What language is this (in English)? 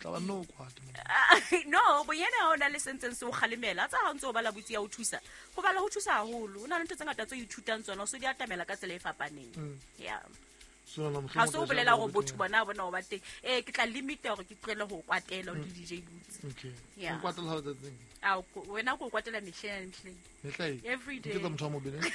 Southern Sotho